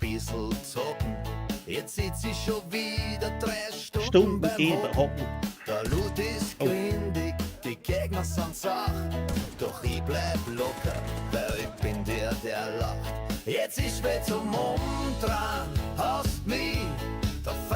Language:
Bavarian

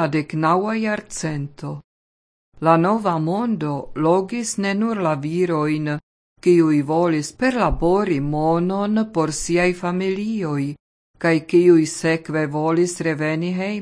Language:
Esperanto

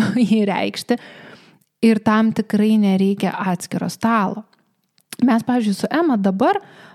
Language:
Lithuanian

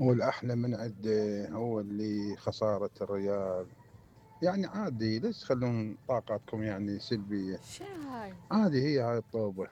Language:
Mesopotamian Arabic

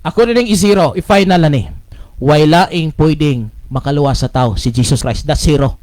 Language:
Cebuano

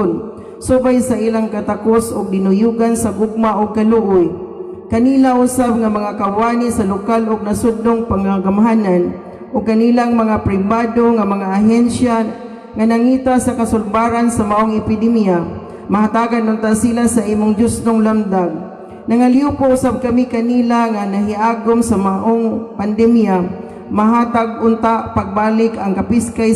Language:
Cebuano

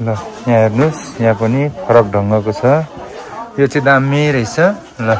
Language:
Nepali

